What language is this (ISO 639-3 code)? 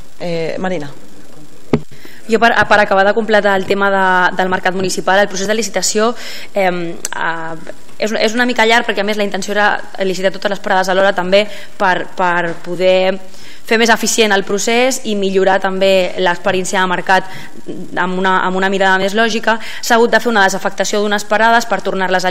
cat